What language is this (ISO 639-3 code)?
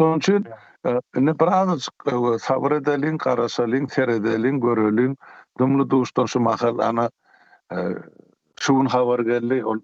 tuk